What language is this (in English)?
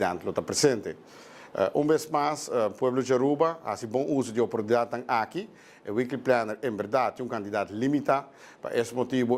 Papiamento